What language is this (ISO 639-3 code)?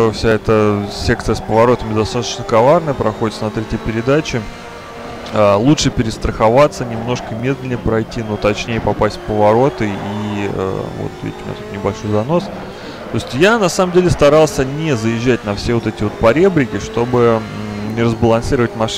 rus